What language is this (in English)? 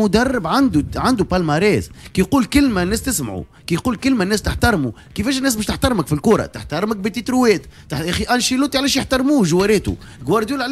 Tunisian Arabic